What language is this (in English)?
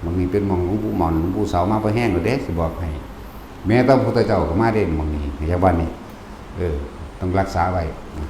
Northeastern Thai